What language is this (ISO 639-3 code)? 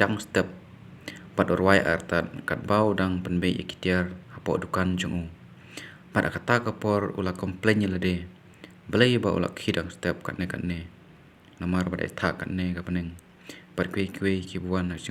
kha